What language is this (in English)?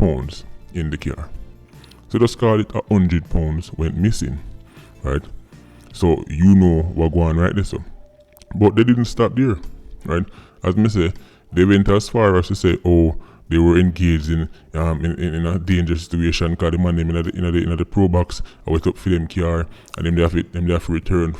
Jamaican Creole English